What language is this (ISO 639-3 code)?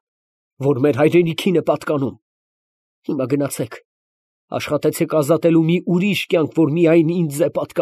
hye